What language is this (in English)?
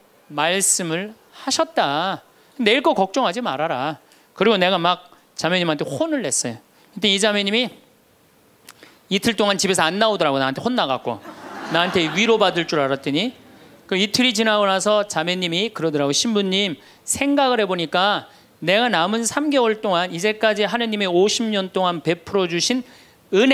Korean